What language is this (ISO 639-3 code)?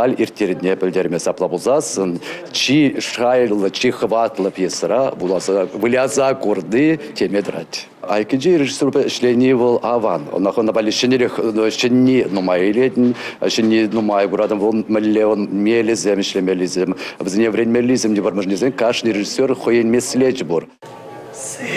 chv